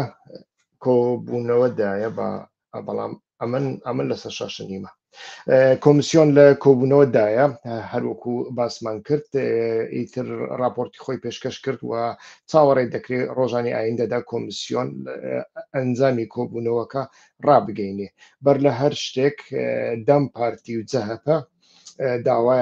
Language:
Central Kurdish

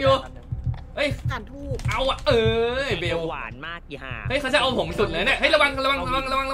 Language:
Thai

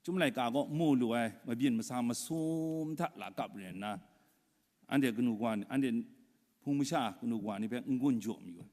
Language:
Kachin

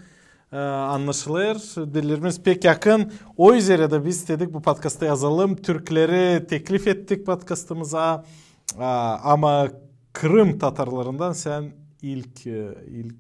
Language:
Gagauz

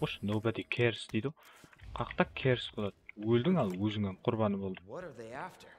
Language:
Kara-Kalpak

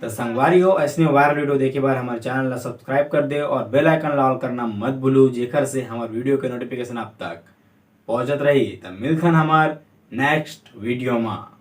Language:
Chhattisgarhi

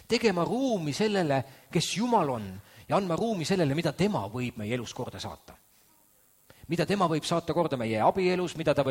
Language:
Estonian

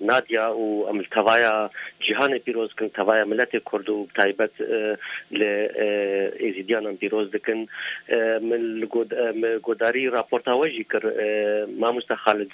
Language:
Kurdish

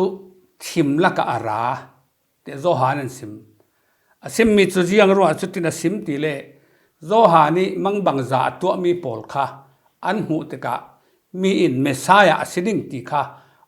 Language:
Falam Chin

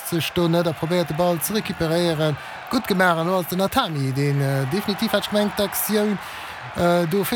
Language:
Luxembourgish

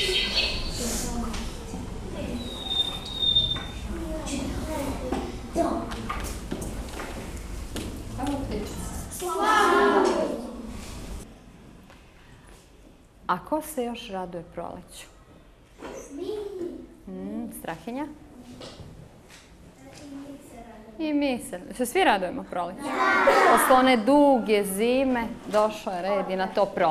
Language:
Serbian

